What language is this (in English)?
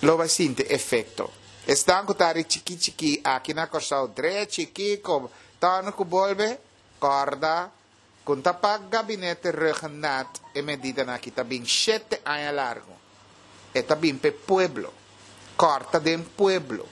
Papiamento